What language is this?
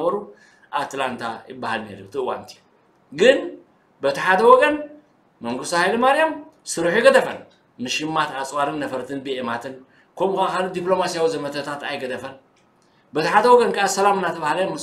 Tigrinya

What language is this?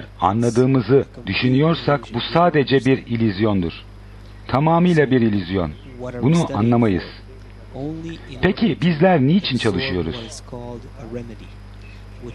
Turkish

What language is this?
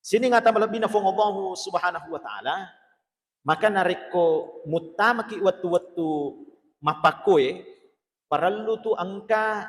Buginese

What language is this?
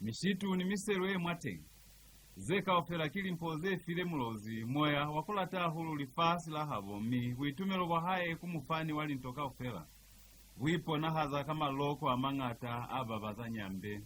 Lozi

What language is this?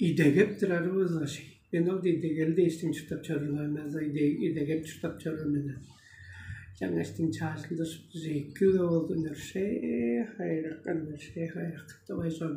Tuvinian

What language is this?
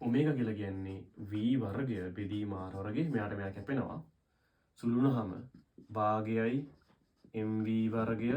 Sinhala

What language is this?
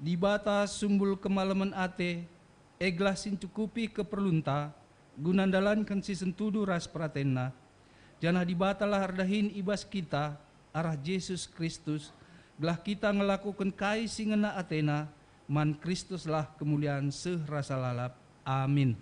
Batak Karo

